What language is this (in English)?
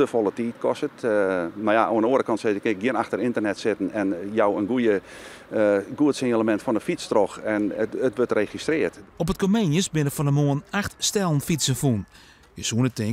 Western Frisian